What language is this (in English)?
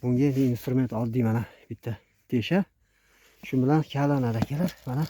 Uzbek